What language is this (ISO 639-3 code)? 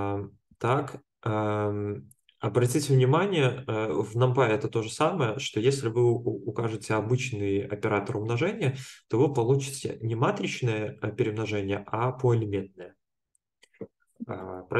rus